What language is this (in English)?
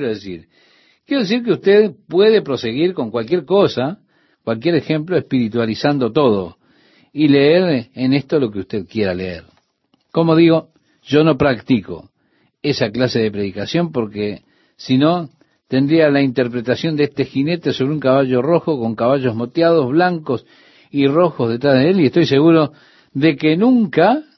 Spanish